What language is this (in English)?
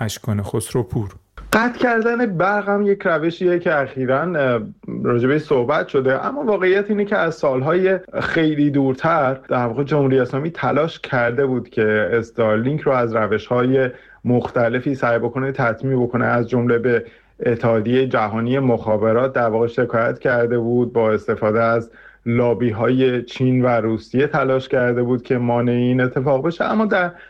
Persian